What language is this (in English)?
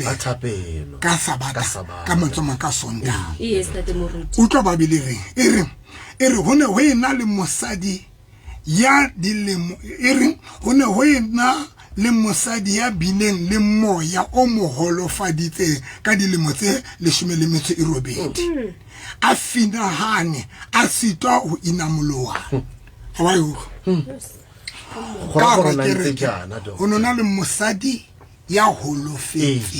Southern Sotho